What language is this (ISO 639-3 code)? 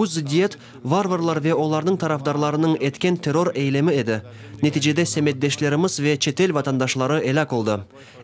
crh